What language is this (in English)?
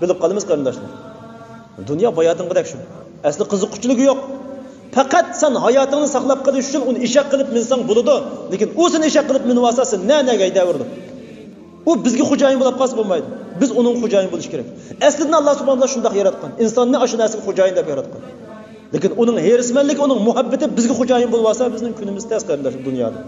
Uyghur